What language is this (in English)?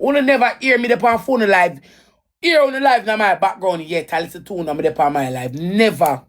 Jamaican Creole English